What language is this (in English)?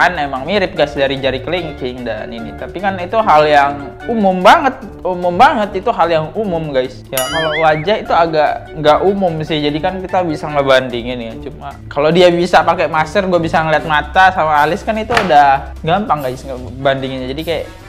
Indonesian